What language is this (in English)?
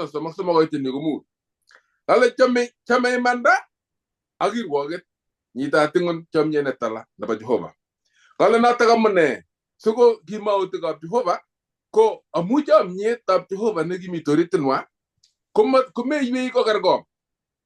Kalenjin